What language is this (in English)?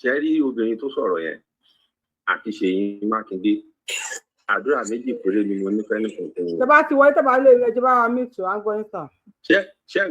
Yoruba